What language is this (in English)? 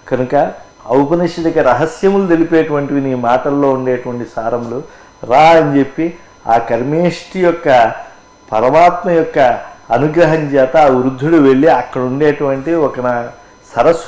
Telugu